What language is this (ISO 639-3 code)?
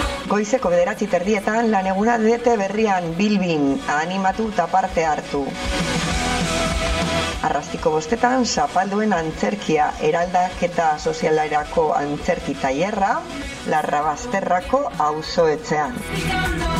eus